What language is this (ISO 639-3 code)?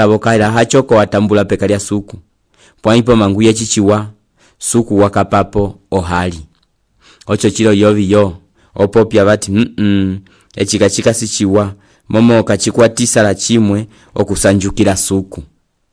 umb